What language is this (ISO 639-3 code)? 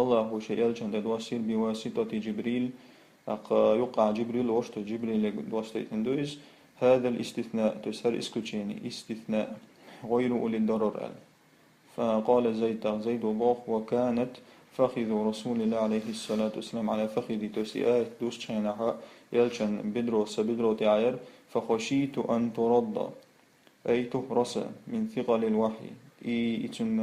che